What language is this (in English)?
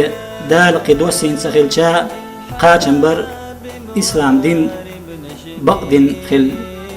Chechen